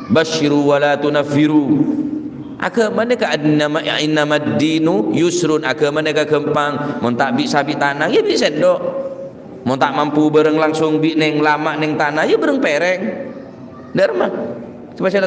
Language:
Madurese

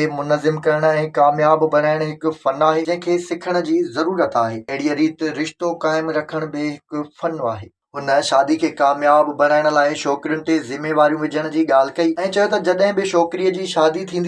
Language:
Sindhi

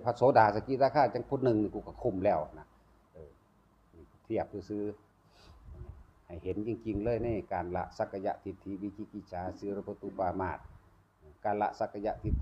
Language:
Northeastern Thai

